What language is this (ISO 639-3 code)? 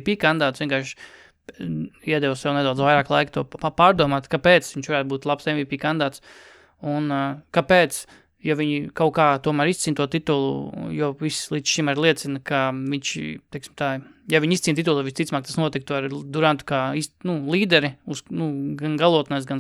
lav